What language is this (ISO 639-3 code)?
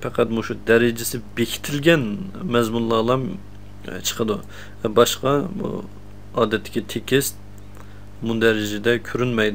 uig